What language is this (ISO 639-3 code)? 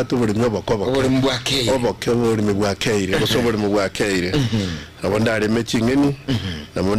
guz